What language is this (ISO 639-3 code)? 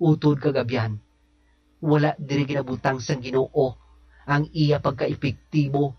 hil